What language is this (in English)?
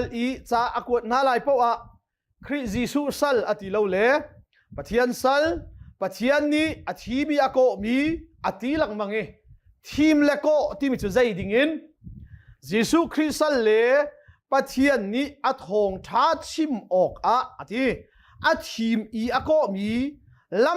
Hakha Chin